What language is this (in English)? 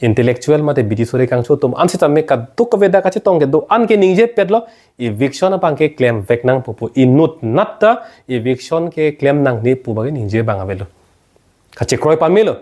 Karbi